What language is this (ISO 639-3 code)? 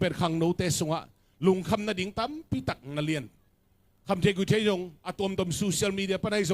ctd